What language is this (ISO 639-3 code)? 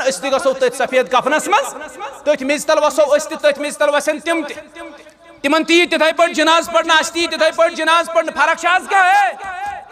kas